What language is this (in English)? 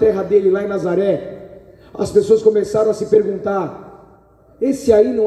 Portuguese